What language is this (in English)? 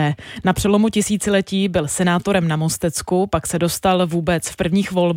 Czech